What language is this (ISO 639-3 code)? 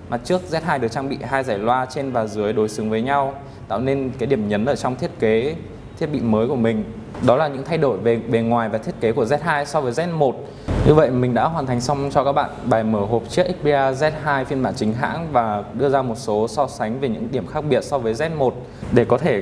vie